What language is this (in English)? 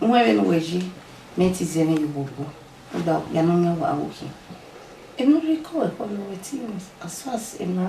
Bini